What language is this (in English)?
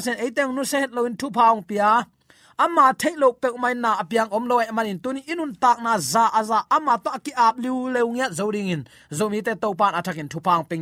Tedim Chin